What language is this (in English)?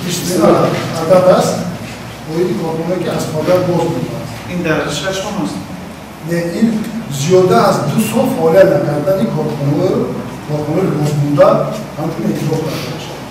Tajik